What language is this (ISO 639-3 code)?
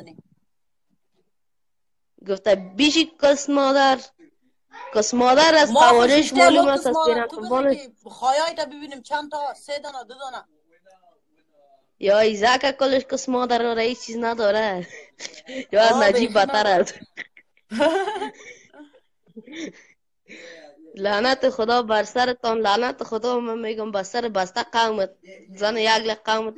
fas